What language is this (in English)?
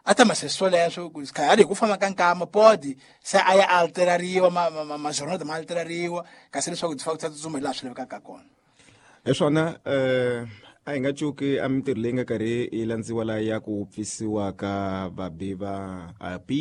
Tsonga